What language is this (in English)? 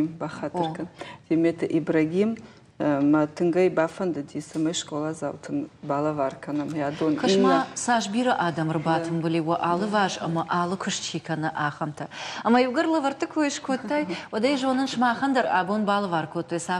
Ossetic